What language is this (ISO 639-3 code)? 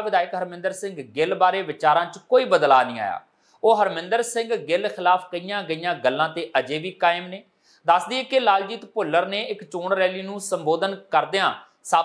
pan